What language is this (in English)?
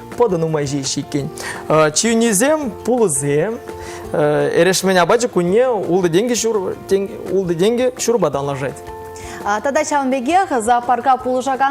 Chuvash